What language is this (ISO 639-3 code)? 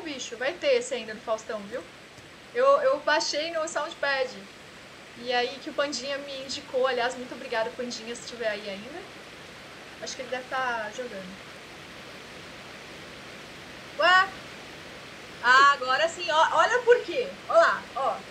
por